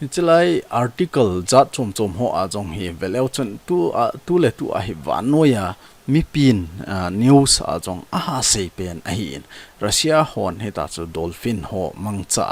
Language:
Thado Chin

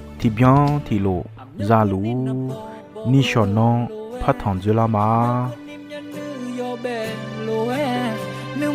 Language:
Akha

